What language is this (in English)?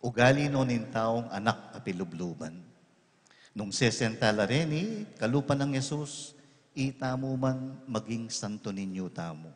Pampanga